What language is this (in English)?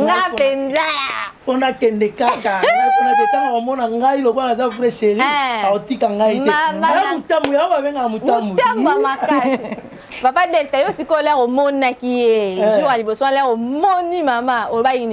Lingala